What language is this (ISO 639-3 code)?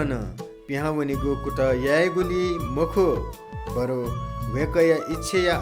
new